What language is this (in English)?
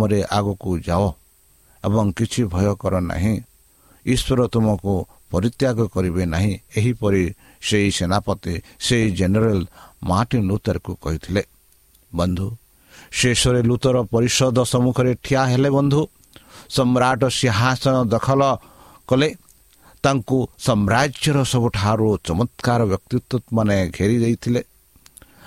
Odia